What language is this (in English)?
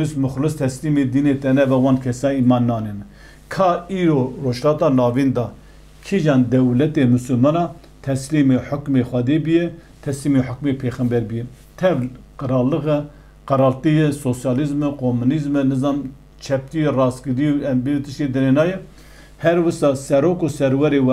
Kurdish